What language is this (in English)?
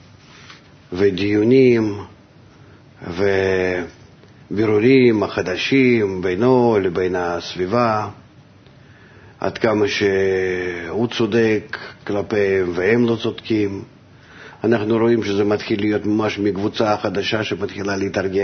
Hebrew